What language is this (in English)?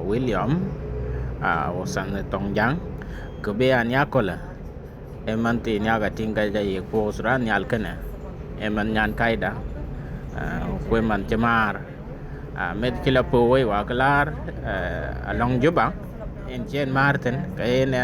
Dinka